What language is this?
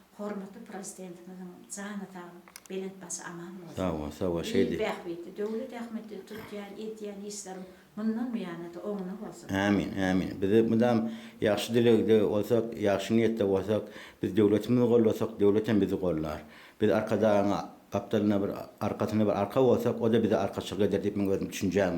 Turkmen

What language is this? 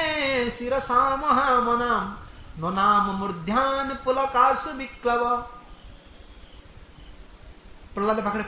Odia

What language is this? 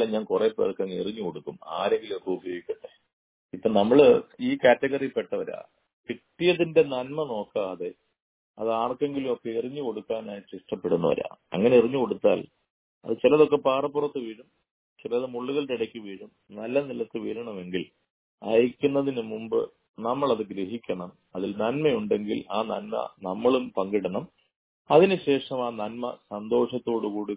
Malayalam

